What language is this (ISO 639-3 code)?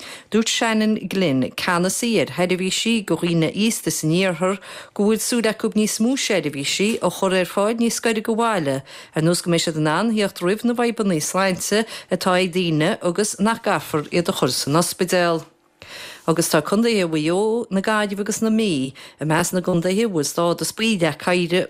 gle